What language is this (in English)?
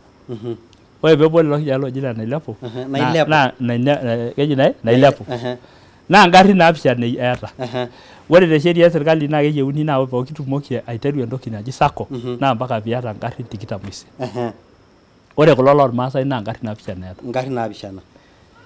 Masai